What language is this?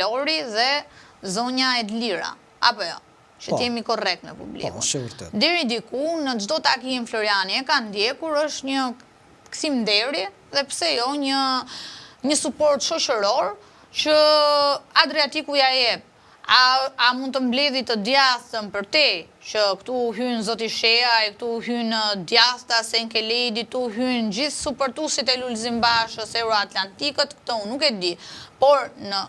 Albanian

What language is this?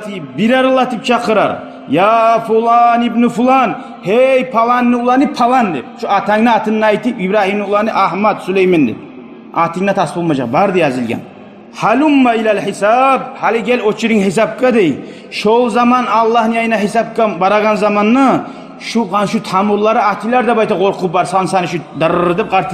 Kumyk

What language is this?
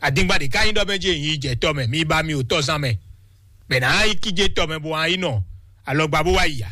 Fon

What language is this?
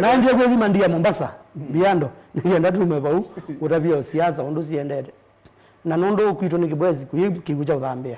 Kamba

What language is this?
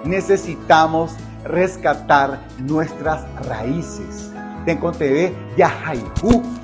Guarani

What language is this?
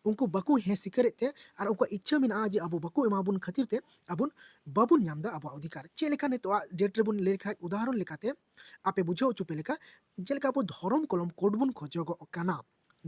Santali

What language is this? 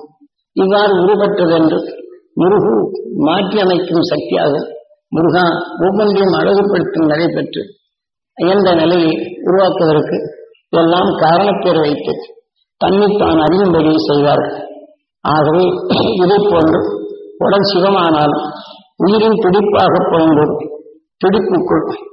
Tamil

